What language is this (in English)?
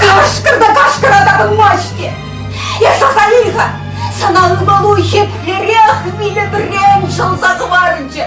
Chuvash